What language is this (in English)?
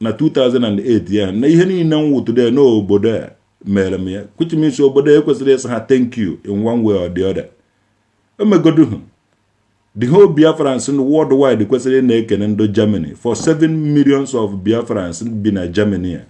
Igbo